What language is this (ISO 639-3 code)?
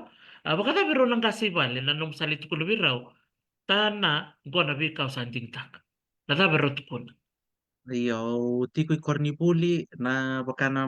fij